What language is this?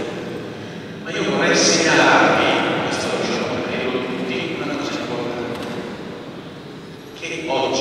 Italian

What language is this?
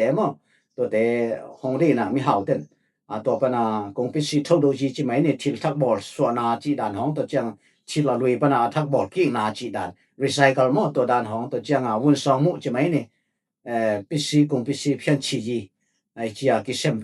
Tedim Chin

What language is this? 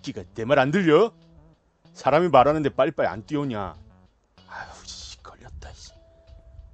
Korean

